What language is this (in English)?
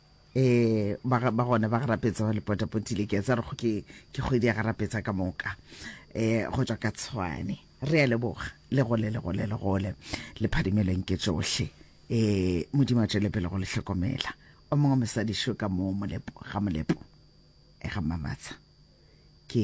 Northern Sotho